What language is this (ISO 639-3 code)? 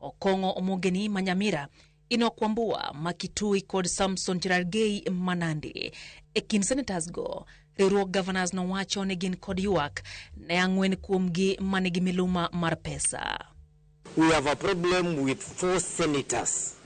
luo